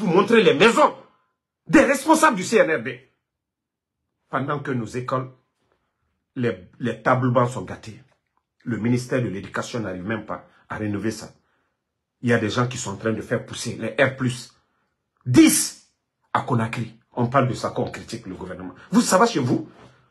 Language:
French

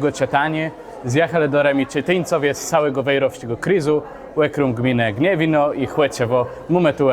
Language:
Kashubian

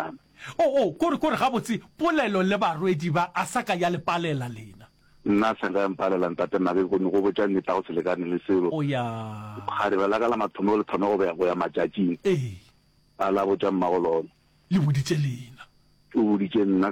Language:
Northern Sotho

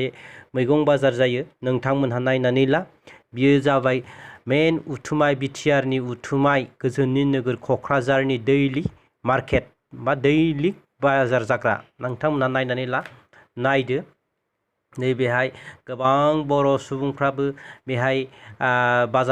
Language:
Bodo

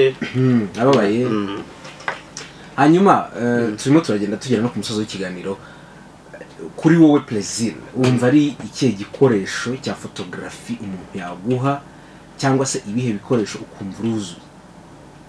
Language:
Kinyarwanda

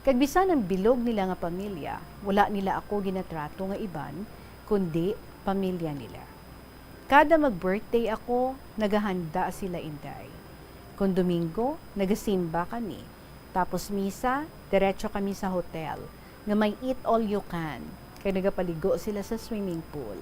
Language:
Hiligaynon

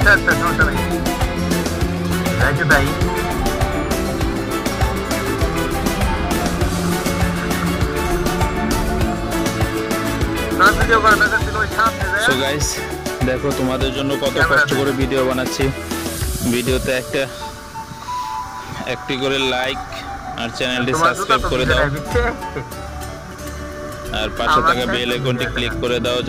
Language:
Bangla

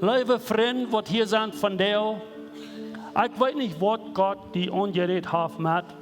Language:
Plautdietsch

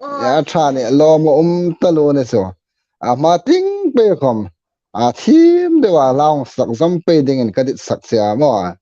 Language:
Hmar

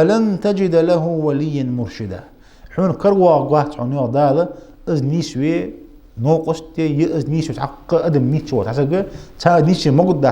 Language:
Ingush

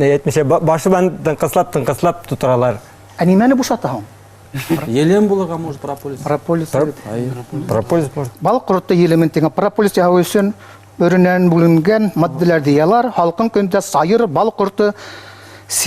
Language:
Bashkir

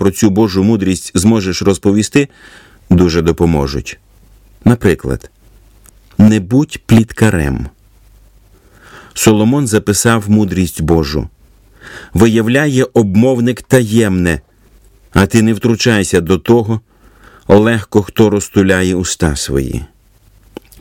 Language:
Ukrainian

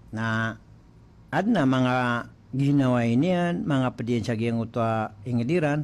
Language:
Maranao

